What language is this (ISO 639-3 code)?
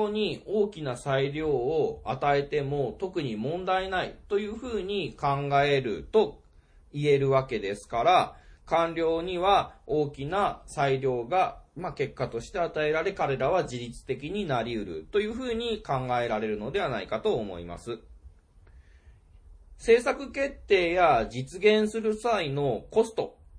jpn